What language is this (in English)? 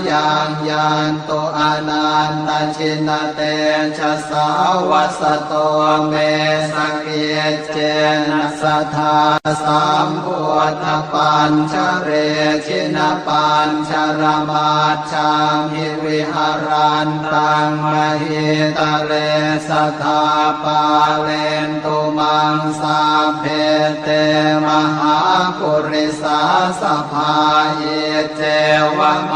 Pali